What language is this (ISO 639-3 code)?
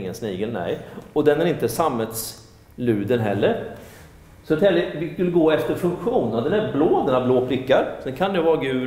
swe